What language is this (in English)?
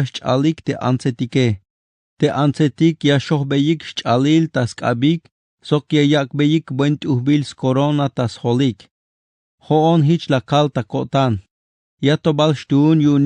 Tzeltal